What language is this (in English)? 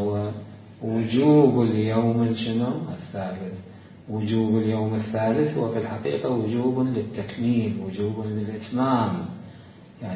Mesopotamian Arabic